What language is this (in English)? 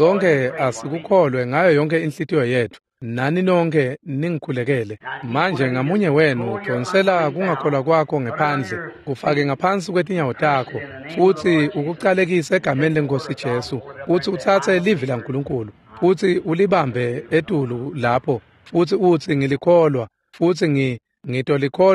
Swati